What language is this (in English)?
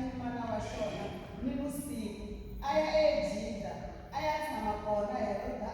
Tsonga